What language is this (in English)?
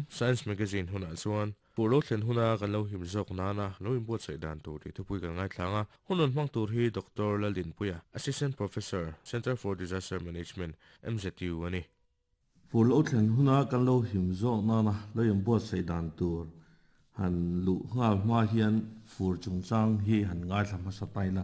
Mizo